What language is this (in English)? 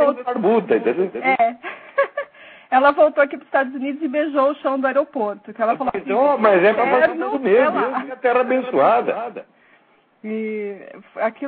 Portuguese